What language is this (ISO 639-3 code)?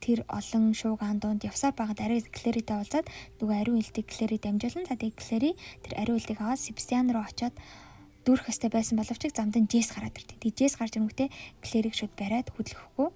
mon